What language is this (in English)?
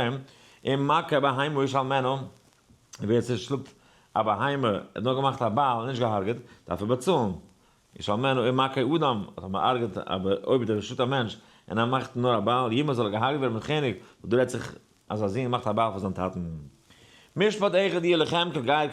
Yiddish